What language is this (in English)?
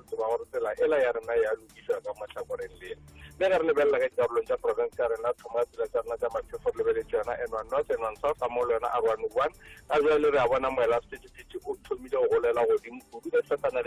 Northern Sotho